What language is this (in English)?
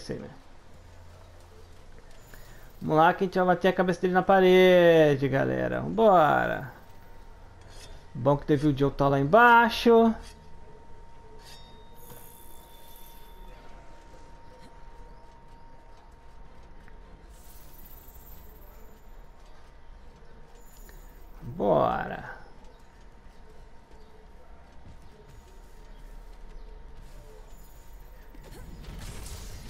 Portuguese